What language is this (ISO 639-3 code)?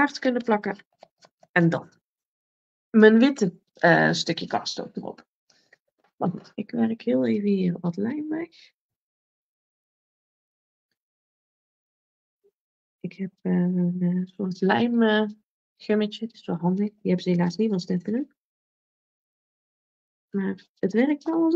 nld